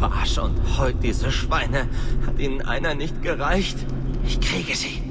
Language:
Bavarian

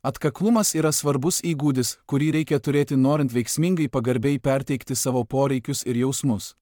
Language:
Lithuanian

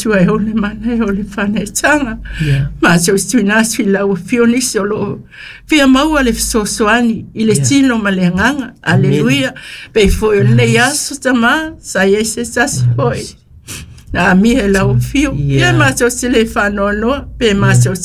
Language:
Samoan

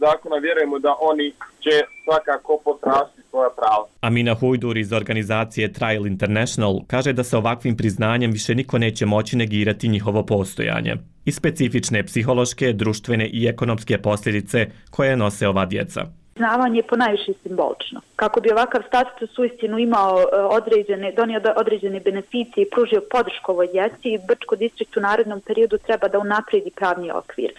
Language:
Bosnian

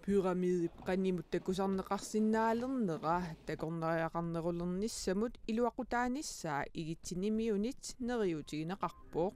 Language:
Kalaallisut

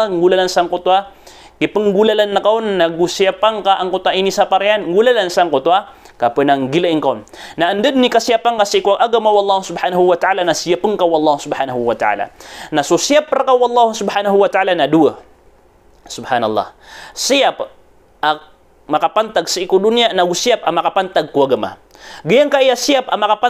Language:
Maranao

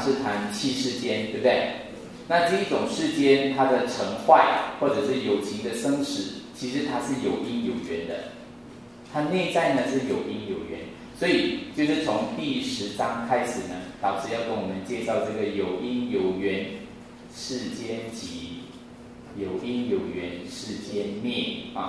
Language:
Chinese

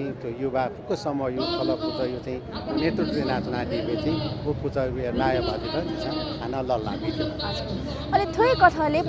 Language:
Newari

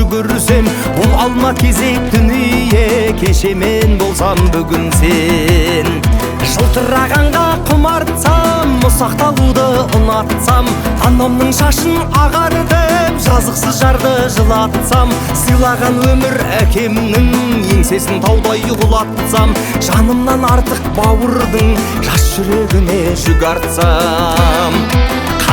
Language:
Kazakh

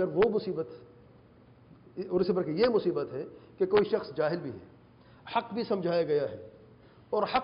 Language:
Urdu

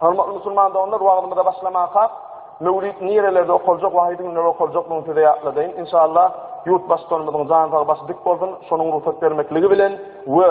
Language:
Turkmen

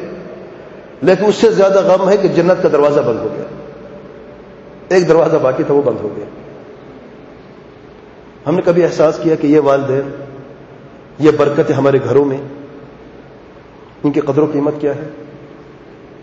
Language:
Urdu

